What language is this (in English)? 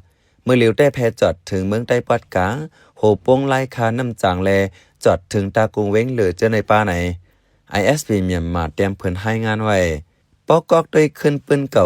Shan